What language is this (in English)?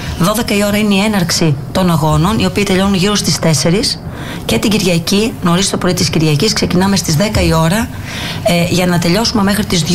Greek